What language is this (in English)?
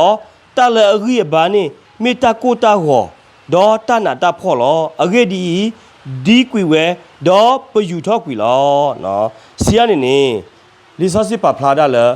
S'gaw Karen